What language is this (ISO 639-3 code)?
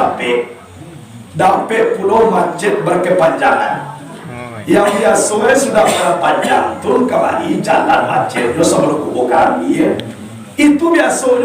min